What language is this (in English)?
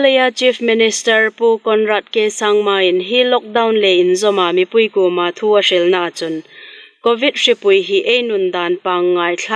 Hmar